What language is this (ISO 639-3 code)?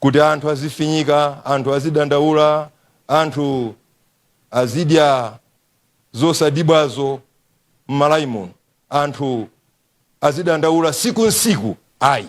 nya